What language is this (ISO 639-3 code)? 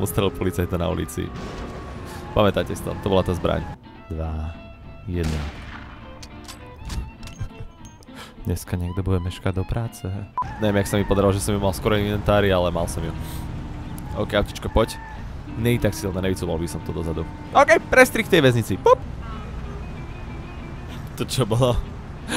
slk